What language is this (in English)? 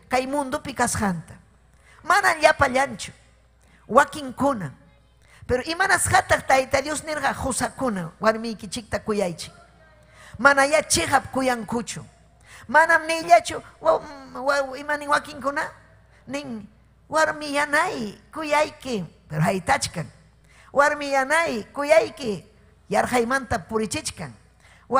Ayacucho Quechua